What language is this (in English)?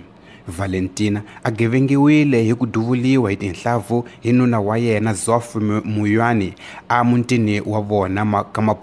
Tsonga